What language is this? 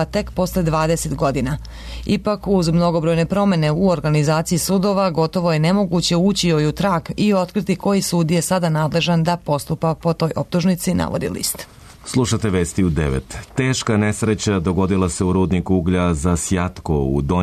Serbian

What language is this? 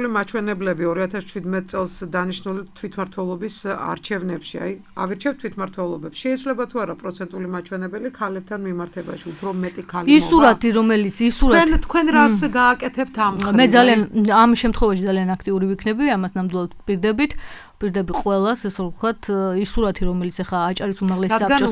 Georgian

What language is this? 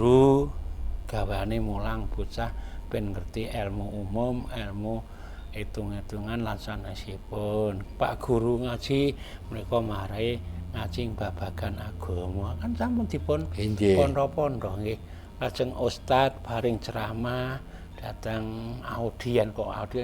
Javanese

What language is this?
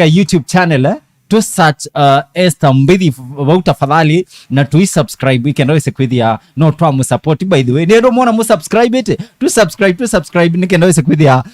Kamba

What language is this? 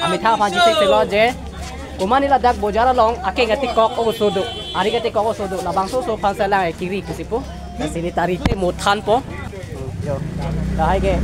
Karbi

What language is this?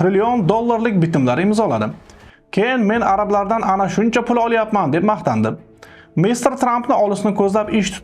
Uzbek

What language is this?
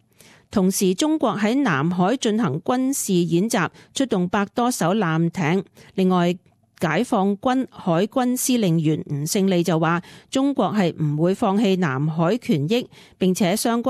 Cantonese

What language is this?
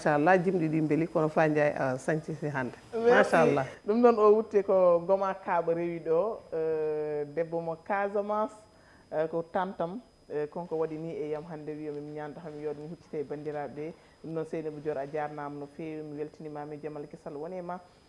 Fula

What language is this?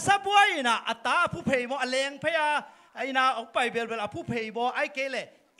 Tedim Chin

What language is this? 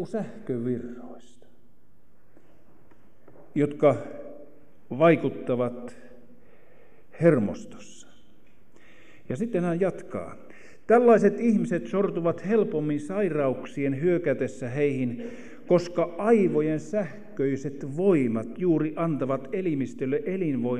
Finnish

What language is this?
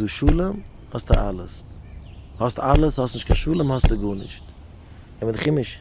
Yiddish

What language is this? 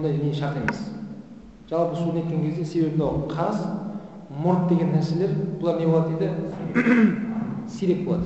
Kazakh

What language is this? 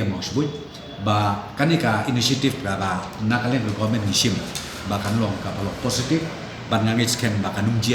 Khasi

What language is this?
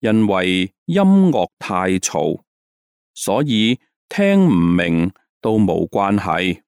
Cantonese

